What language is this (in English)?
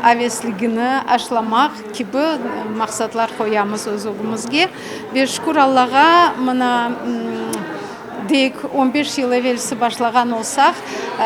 Crimean Tatar